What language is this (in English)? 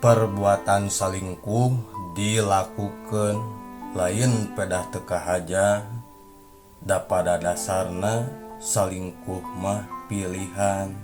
Sundanese